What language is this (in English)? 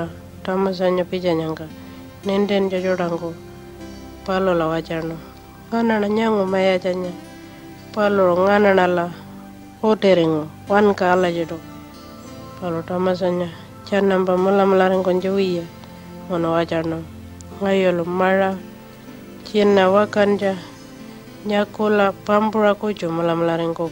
Pitjantjatjara